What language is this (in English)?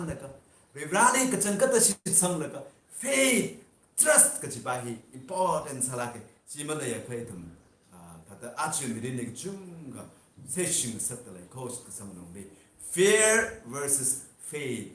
Tangkhul Naga (India)